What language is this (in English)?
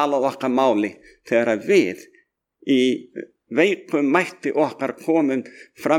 Icelandic